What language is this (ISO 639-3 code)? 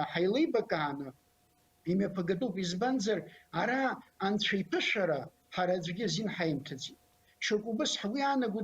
abk